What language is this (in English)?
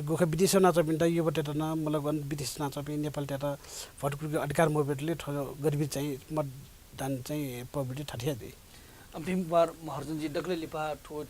Newari